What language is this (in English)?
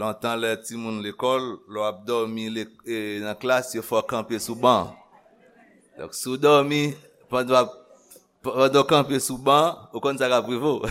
Haitian Creole